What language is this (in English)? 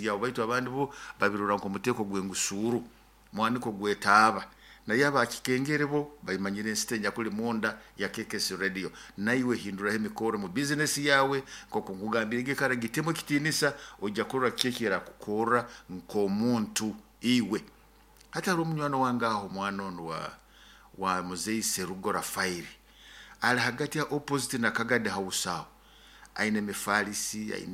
Nyoro